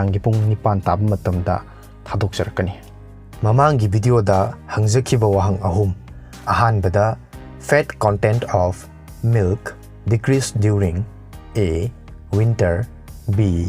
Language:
Manipuri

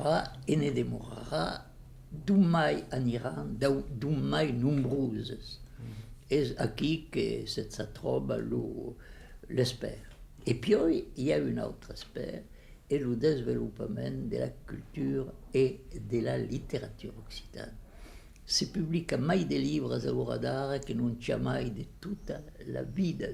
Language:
Occitan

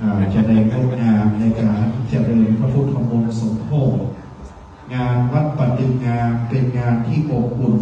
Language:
Pali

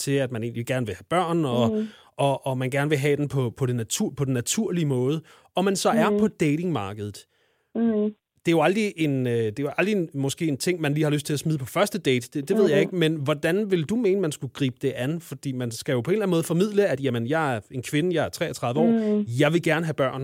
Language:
Danish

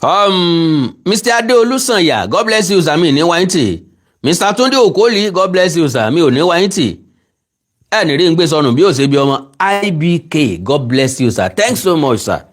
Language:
Yoruba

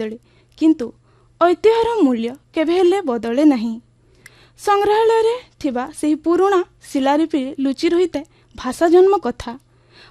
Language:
Odia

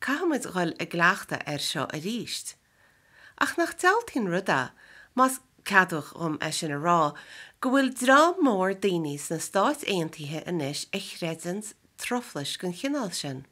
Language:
Irish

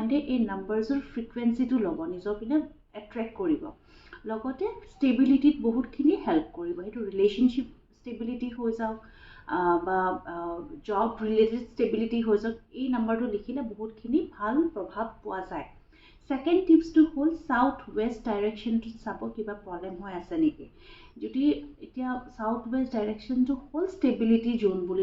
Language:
Assamese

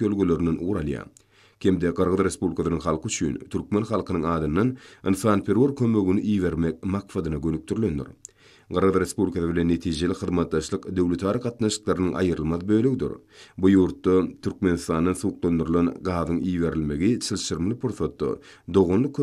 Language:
Turkmen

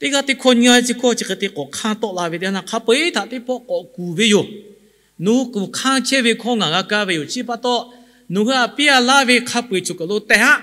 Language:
Lahu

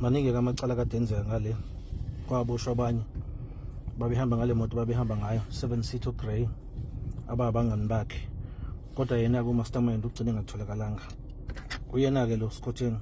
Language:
Zulu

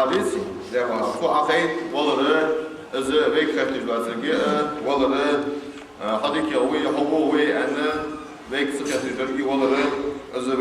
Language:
Ingush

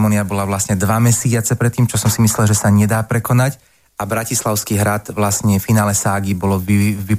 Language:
Slovak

